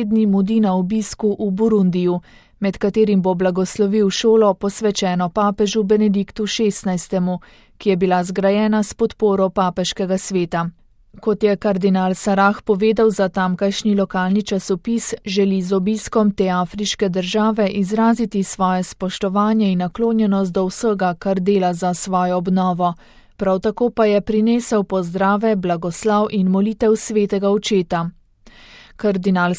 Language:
Slovenian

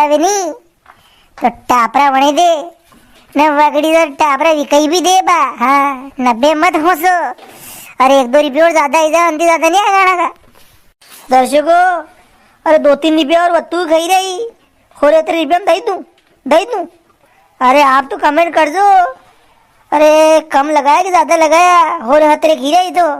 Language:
Rajasthani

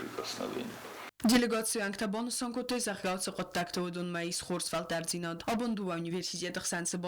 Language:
Ossetic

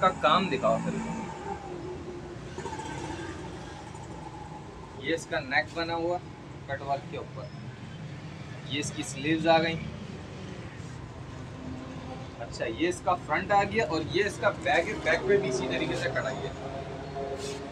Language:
Hindi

